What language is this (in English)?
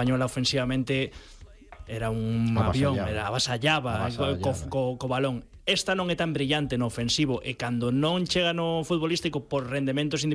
Galician